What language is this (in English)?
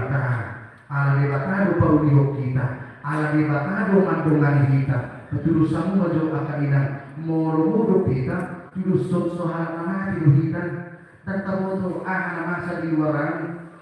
Batak Toba